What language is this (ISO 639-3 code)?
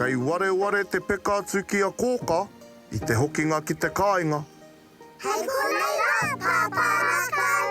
mri